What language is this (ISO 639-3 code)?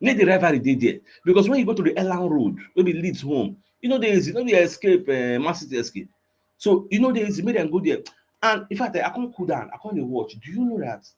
pcm